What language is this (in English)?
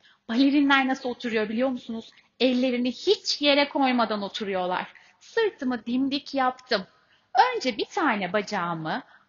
Turkish